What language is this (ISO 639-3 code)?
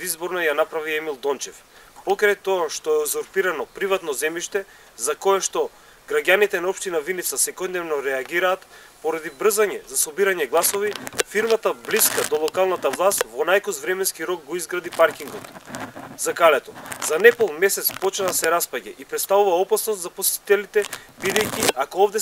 mkd